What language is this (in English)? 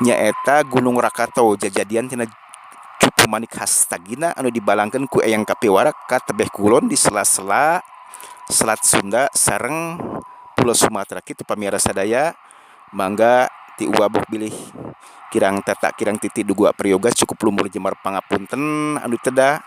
Sundanese